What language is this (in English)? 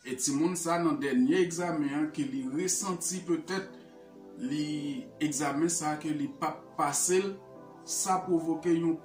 Haitian Creole